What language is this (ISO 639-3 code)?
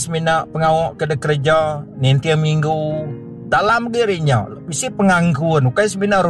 iba